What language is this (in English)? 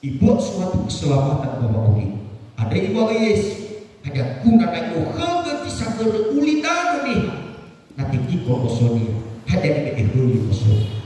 Nias